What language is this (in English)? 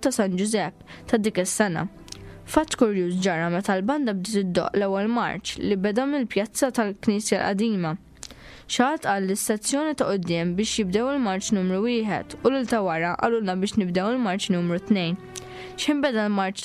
Maltese